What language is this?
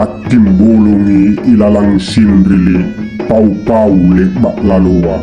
Makasar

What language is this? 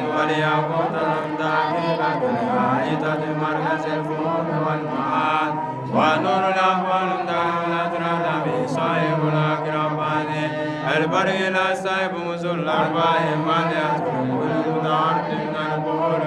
Bambara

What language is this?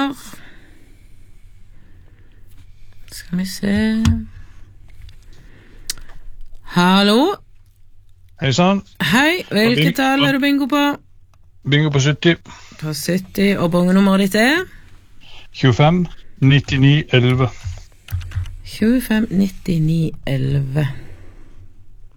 Norwegian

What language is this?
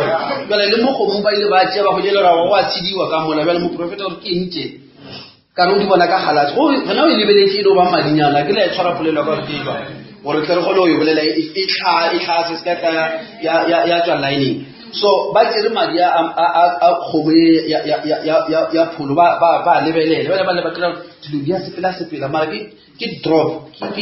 Northern Sotho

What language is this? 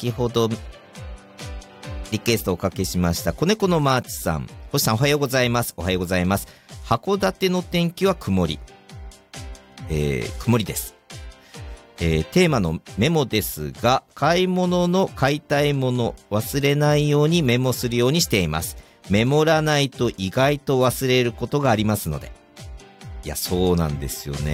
Japanese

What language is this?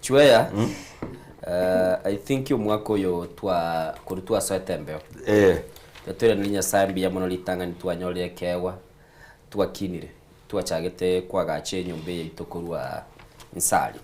Gusii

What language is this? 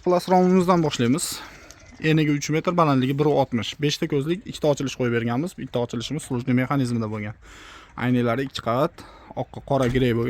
Uzbek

